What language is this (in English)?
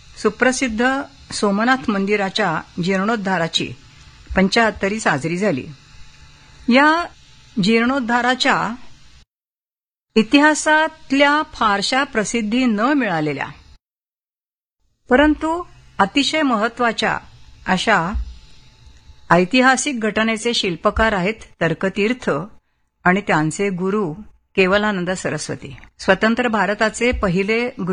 Marathi